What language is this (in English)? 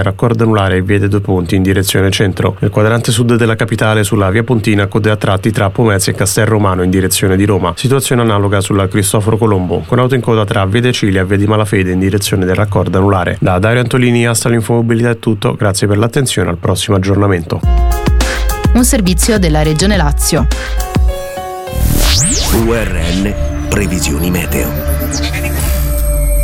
Italian